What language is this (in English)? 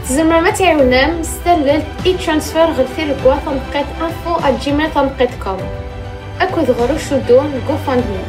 Kabyle